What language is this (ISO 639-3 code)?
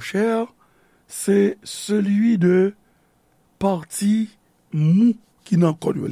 hat